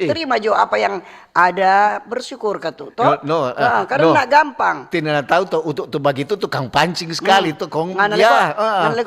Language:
Manado Malay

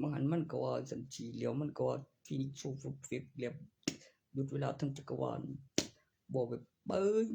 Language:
Northeastern Thai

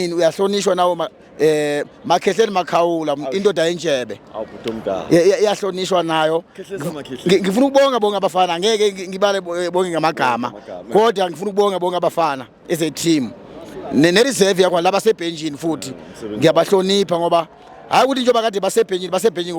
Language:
Zulu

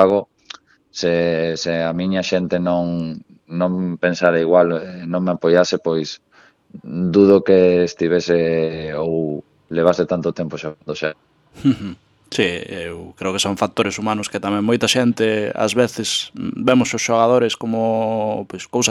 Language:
Galician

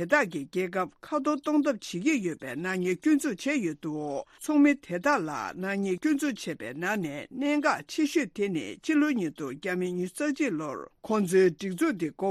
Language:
Tibetan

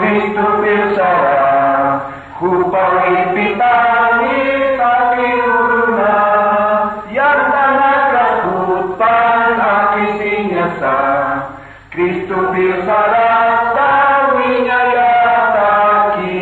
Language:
Aymara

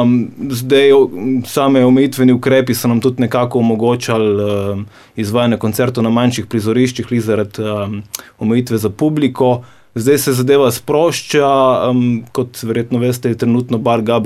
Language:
Slovenian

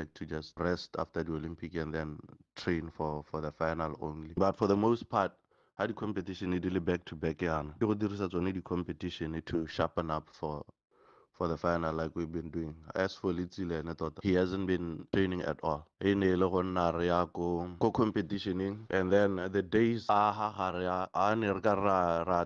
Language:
Tswana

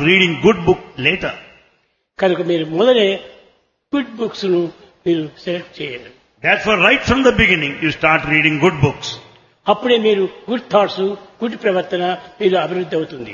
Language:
Telugu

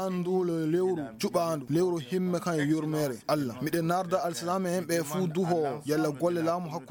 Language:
Maasina Fulfulde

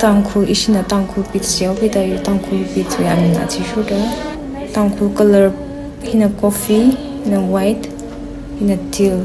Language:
Tangkhul Naga (India)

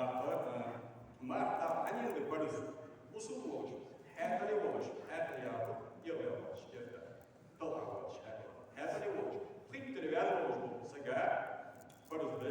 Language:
Ingush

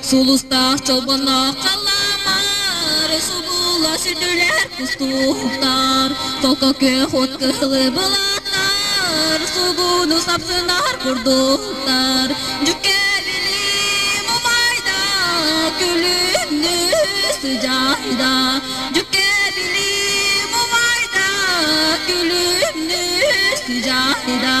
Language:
Yakut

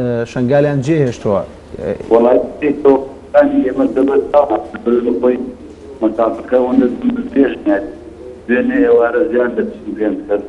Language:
Central Kurdish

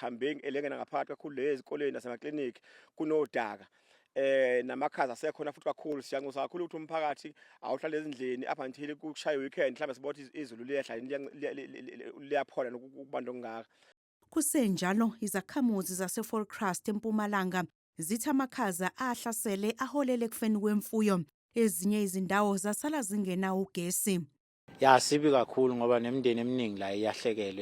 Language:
Zulu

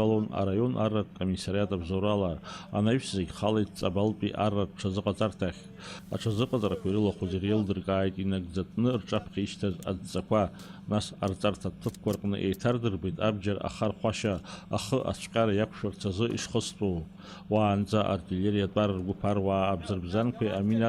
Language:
Abkhazian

